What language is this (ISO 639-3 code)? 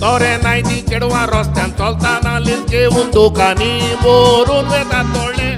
kok